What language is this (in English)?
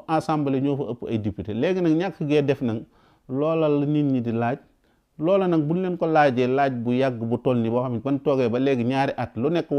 Wolof